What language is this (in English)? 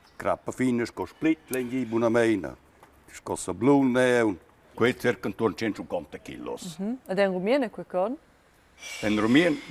Romansh